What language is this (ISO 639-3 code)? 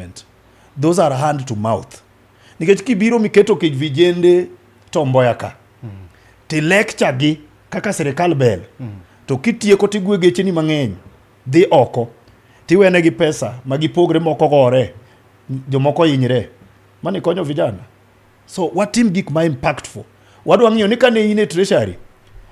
luo